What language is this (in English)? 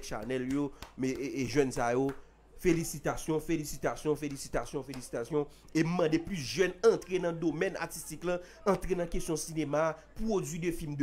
Haitian Creole